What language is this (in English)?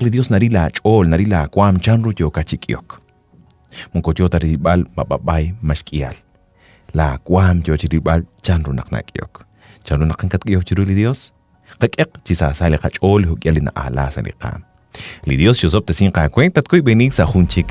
Kekchí